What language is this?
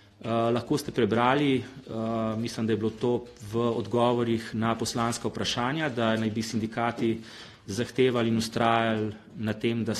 Slovenian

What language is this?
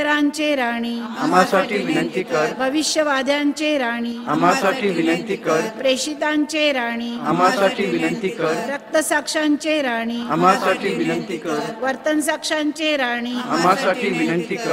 Marathi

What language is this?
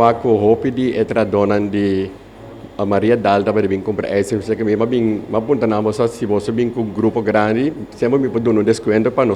Papiamento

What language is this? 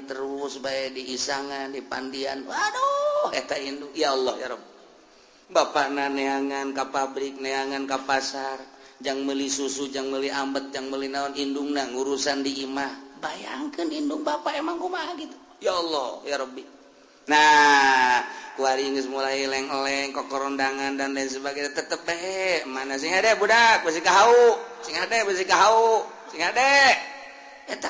Sundanese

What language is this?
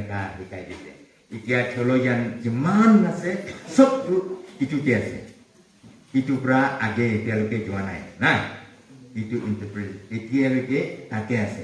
Naga Pidgin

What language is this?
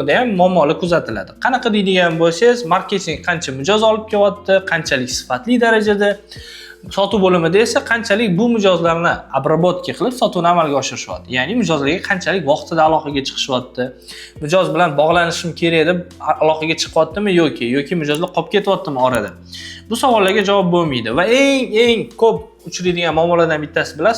Uzbek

